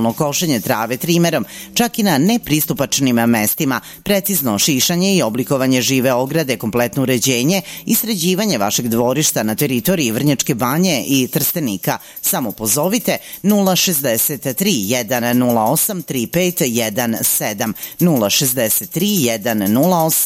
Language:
Serbian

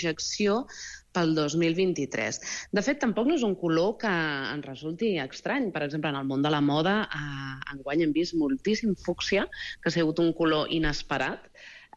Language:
Catalan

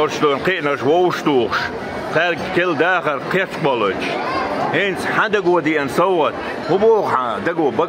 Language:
Chechen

